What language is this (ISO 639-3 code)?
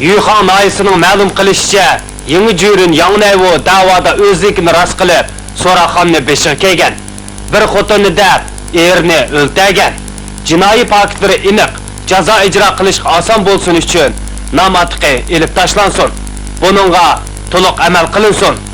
uig